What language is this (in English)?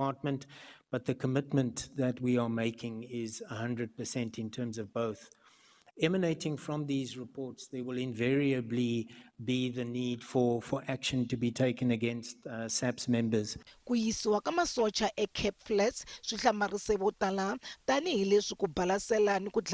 Tsonga